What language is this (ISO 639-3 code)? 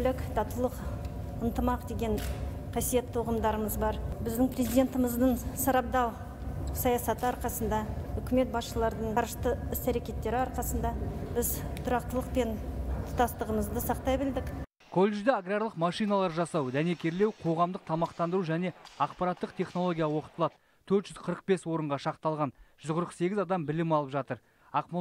kaz